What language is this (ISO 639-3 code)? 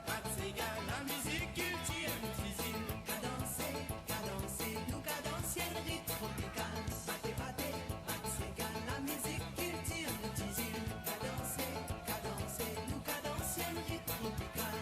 mfe